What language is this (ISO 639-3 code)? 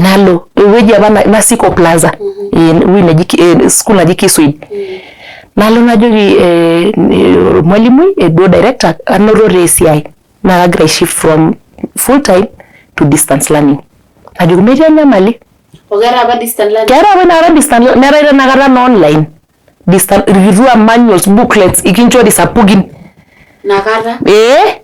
mas